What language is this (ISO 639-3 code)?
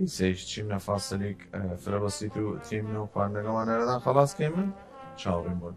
sdh